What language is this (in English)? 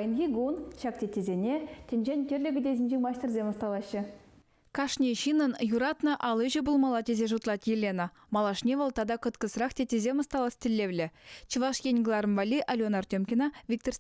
Chuvash